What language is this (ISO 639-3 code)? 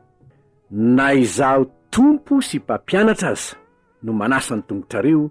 mlg